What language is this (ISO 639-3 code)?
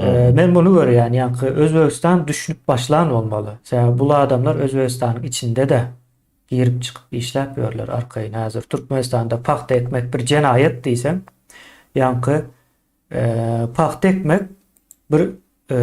tuk